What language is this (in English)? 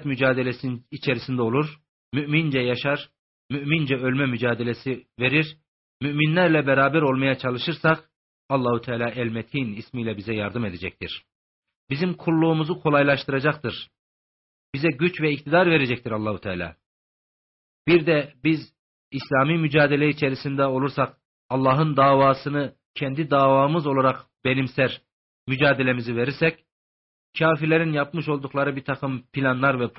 Turkish